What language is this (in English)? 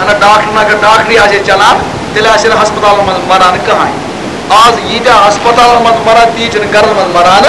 Kashmiri